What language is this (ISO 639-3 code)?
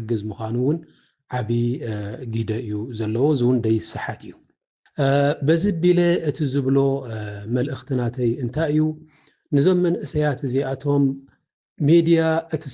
tir